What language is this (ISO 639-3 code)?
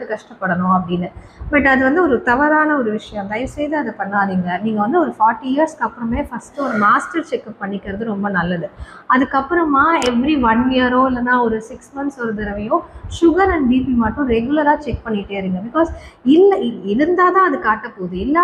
tam